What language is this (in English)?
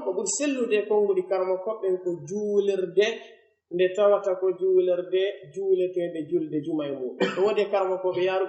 Pular